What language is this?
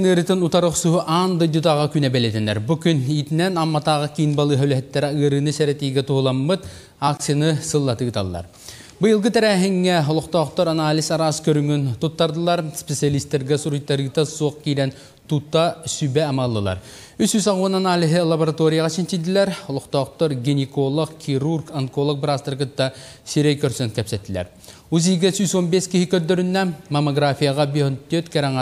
Yakut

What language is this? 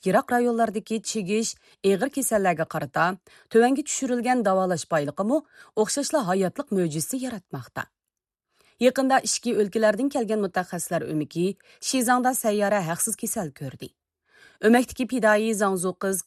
Uyghur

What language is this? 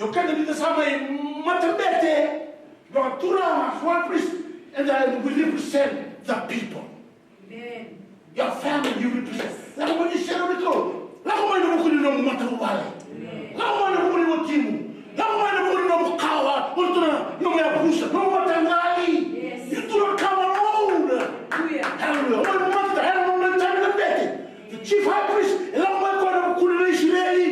Fijian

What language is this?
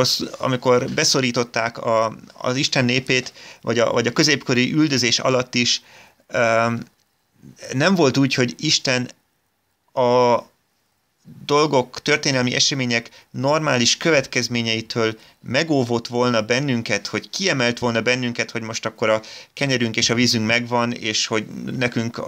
Hungarian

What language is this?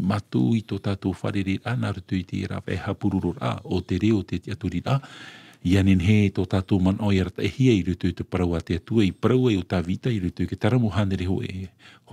Tahitian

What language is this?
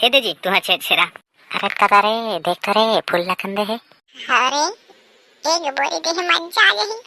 Chhattisgarhi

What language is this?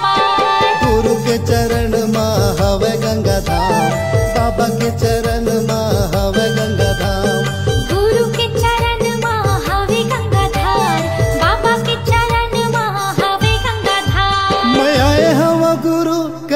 Chhattisgarhi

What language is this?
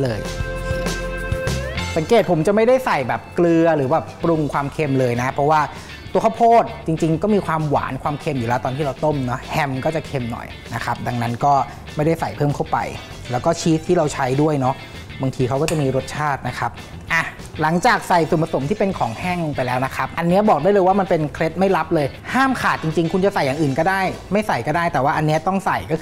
Thai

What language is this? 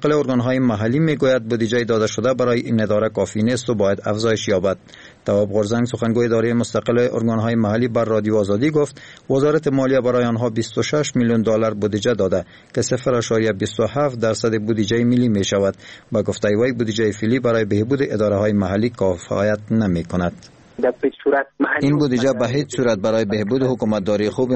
Persian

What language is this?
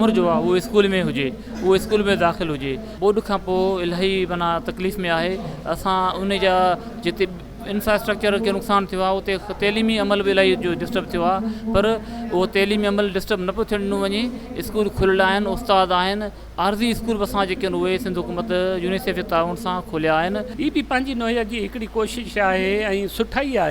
Sindhi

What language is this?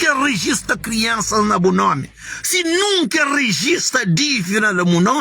Kabuverdianu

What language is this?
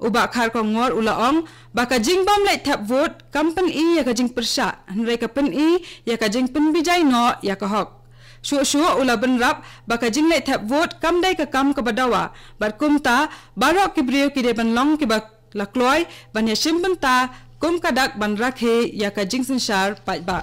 Khasi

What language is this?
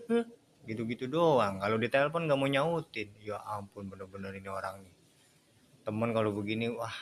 Betawi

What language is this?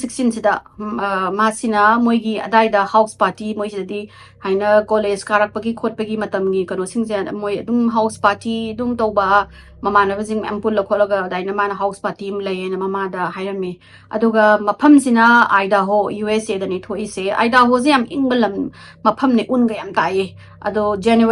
Manipuri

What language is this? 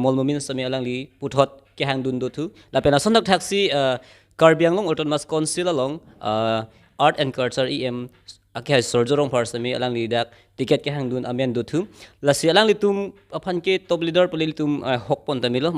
Karbi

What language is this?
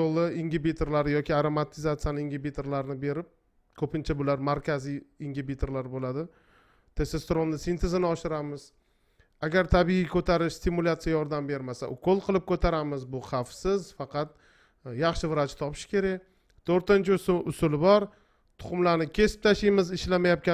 Uzbek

